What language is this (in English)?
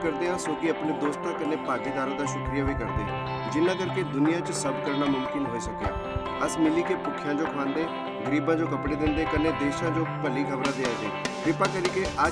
Dogri